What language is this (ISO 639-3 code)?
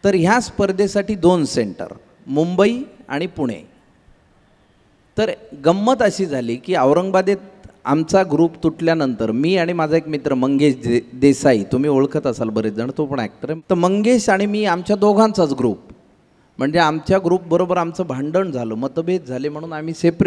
mar